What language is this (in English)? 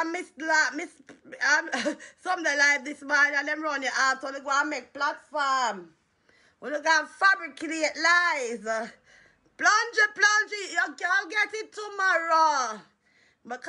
Jamaican Creole English